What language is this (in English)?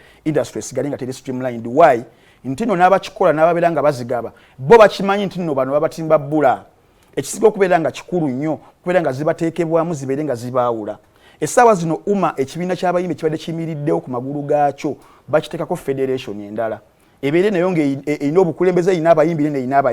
Ganda